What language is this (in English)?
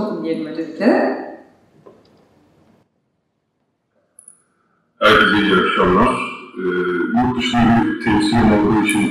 Turkish